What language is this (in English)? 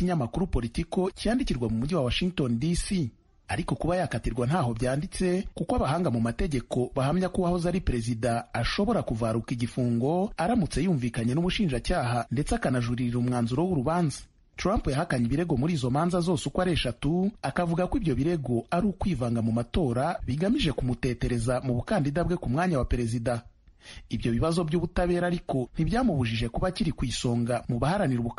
Kinyarwanda